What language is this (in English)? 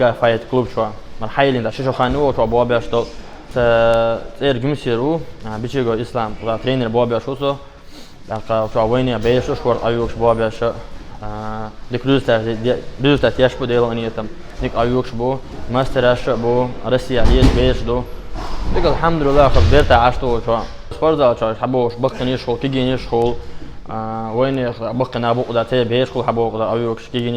Chechen